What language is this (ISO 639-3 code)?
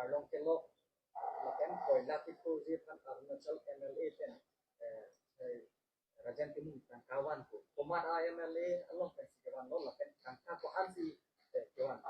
mjw